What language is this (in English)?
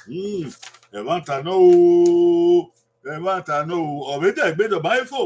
Bini